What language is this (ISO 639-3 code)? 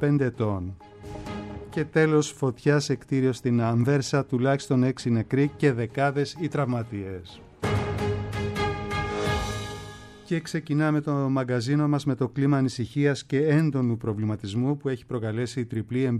ell